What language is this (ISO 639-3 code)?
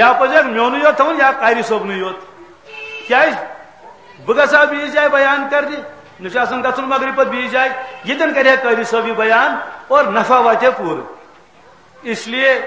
kas